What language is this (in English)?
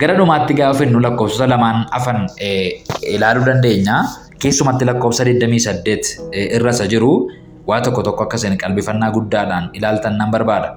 Oromo